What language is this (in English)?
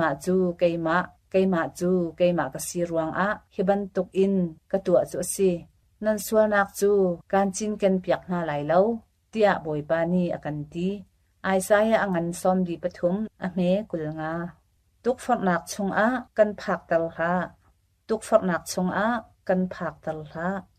Hakha Chin